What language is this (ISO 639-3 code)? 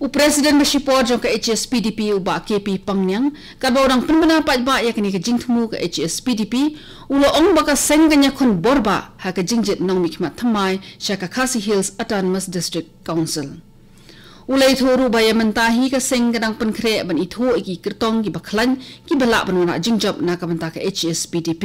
kha